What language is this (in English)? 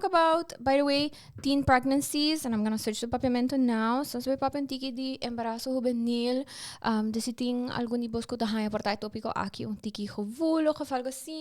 Papiamento